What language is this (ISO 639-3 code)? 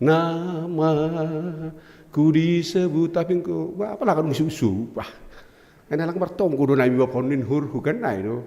bts